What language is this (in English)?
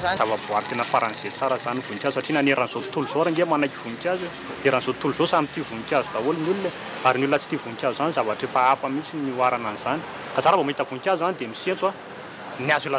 Malagasy